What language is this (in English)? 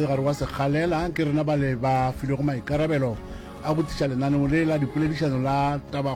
Northern Sotho